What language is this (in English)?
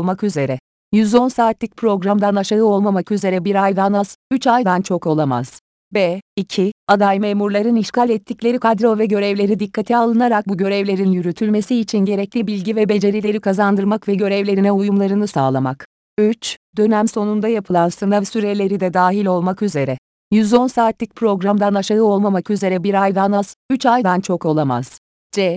Turkish